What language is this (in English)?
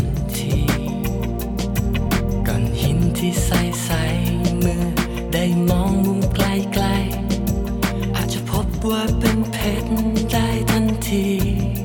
Thai